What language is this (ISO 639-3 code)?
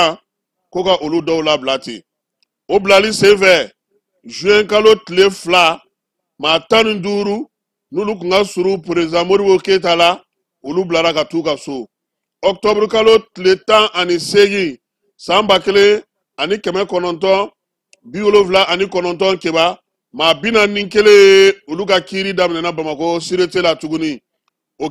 bam